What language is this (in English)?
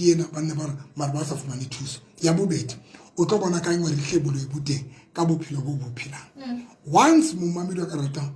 Southern Sotho